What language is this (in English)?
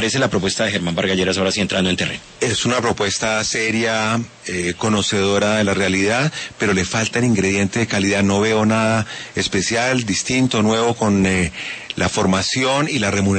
Spanish